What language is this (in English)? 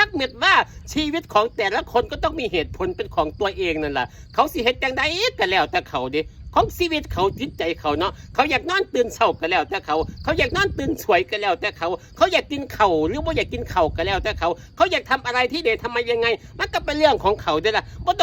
Northeastern Thai